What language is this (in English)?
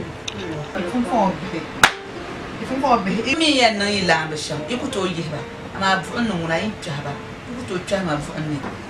Dagbani